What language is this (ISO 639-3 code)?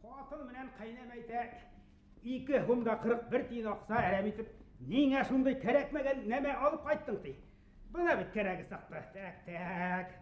bak